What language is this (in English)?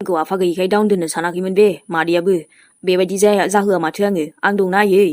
Bodo